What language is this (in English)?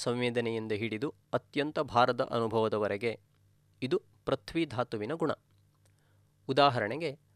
Kannada